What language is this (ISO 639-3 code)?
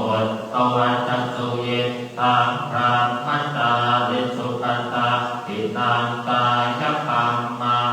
pli